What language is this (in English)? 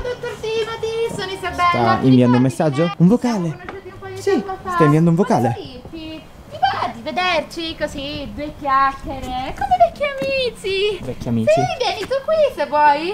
Italian